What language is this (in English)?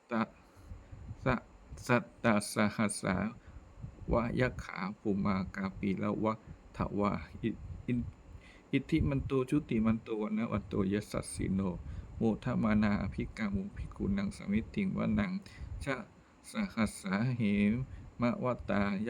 Pali